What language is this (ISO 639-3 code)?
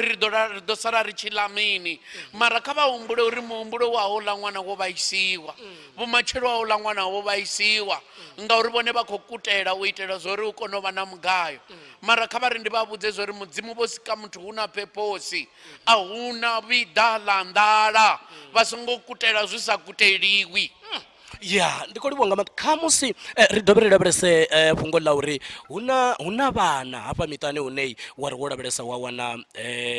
ven